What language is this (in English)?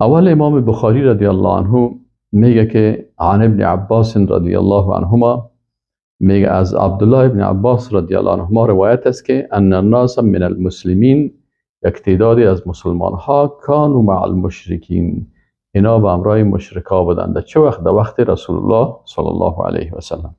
Persian